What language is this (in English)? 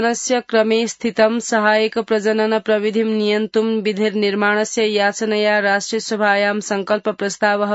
Sanskrit